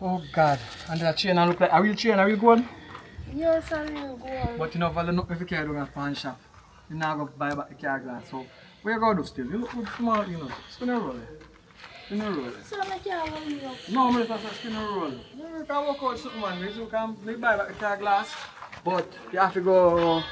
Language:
Jamaican Creole English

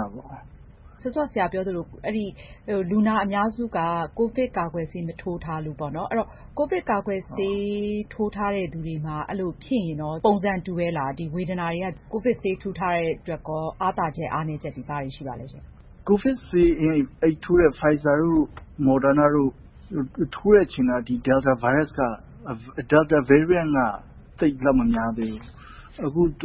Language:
Burmese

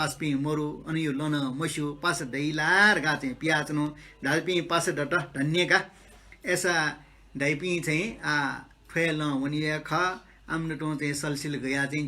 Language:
Newari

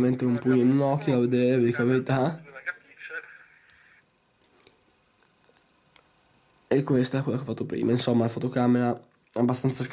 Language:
Italian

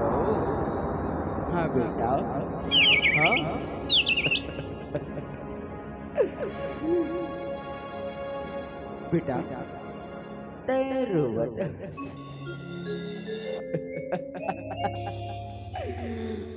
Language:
Chhattisgarhi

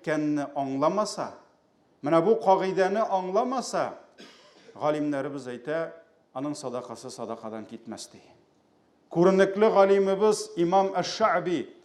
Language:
Tatar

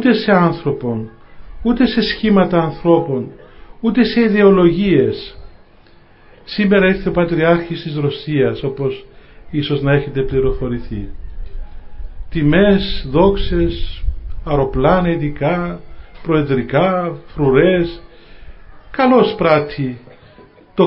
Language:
Greek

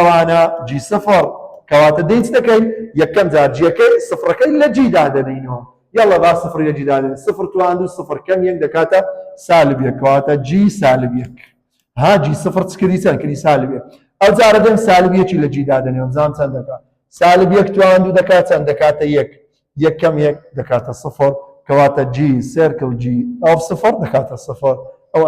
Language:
Central Kurdish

